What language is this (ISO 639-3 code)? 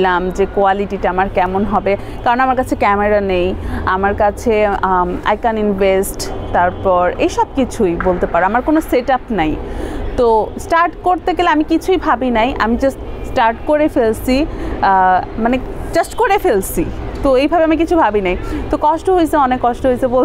ben